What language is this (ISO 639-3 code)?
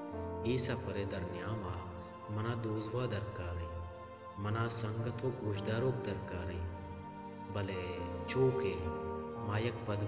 bal